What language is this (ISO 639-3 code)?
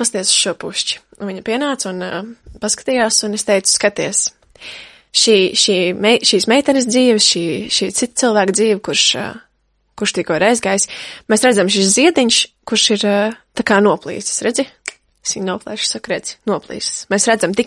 lav